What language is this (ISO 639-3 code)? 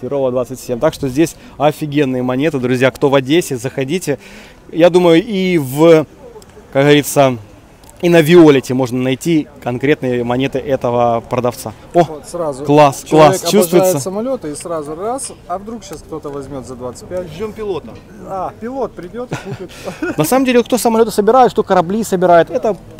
rus